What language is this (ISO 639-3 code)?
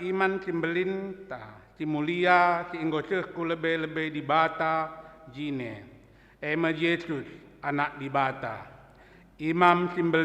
btx